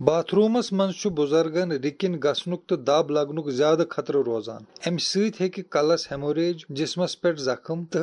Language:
Kashmiri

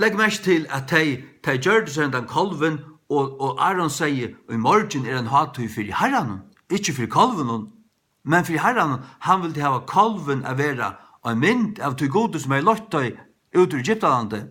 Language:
Faroese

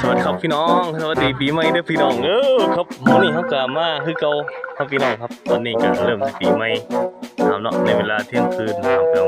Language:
Northeastern Thai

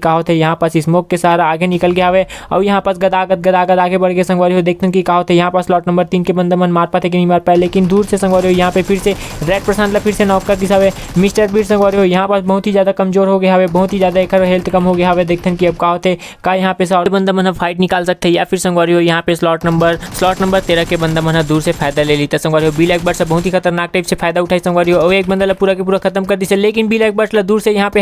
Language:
Chhattisgarhi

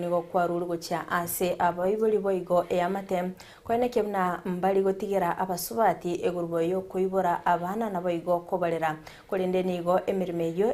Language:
Gusii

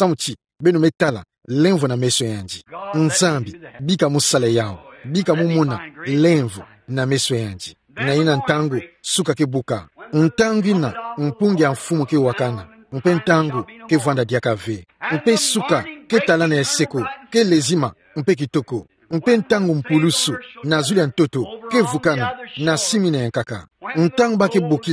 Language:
Kituba (Democratic Republic of Congo)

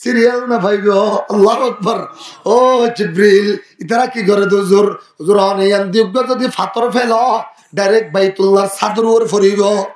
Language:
Rohingya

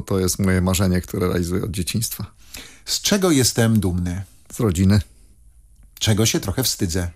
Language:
Polish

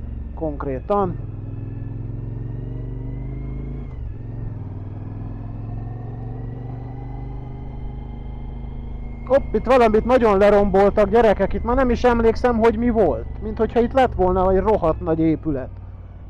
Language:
Hungarian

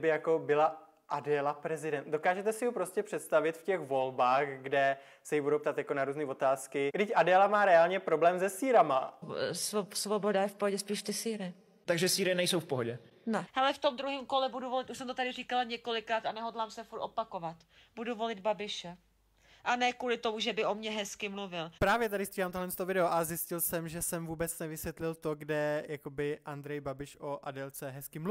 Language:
Czech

